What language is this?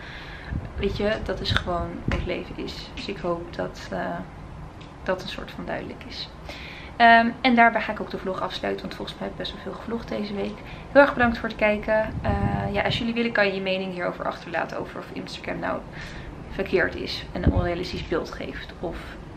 Dutch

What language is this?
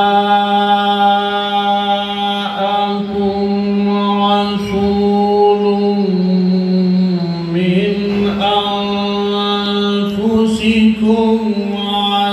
Urdu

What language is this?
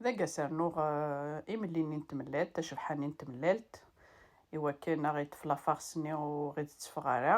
Kabyle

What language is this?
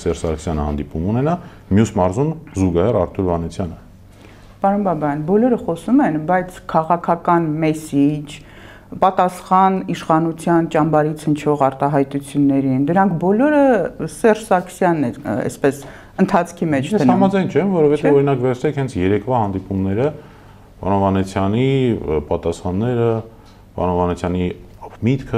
Armenian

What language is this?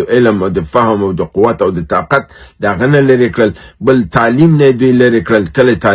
Pashto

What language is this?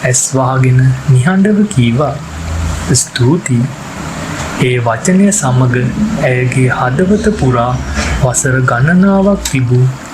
Sinhala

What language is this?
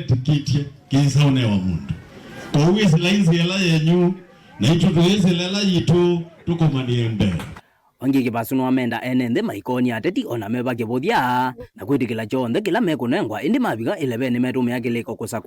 Kamba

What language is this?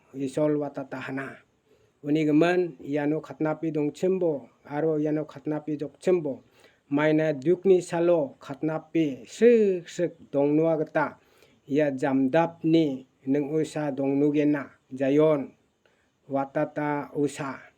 Garo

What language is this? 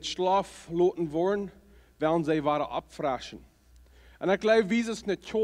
Plautdietsch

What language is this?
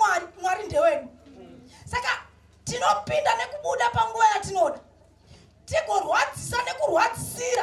Shona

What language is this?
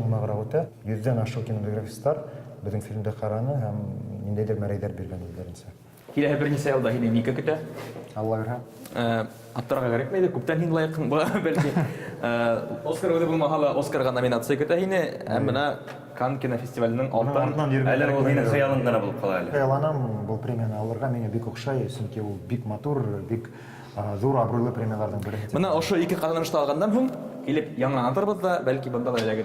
Bashkir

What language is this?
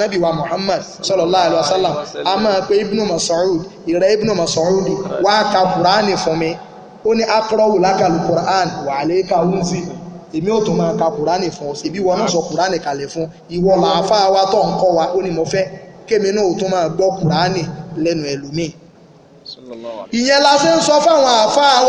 Yoruba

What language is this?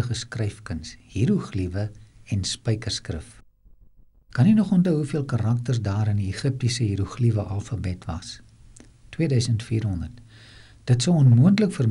Afrikaans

